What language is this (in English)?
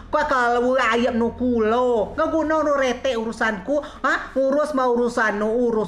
Rejang